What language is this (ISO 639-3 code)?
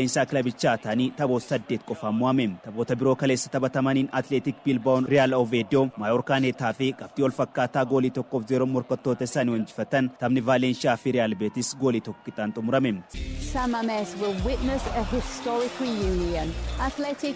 orm